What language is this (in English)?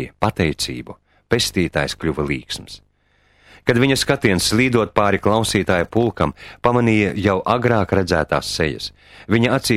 Latvian